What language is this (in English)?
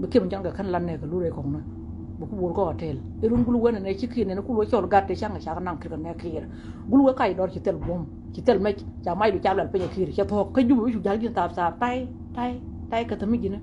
Nuer